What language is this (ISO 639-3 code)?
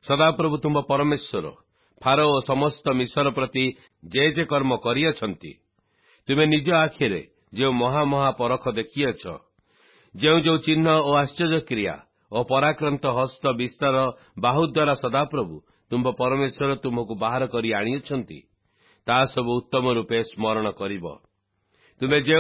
ori